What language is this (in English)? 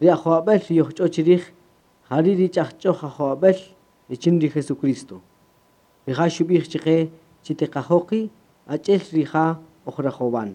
Kaqchikel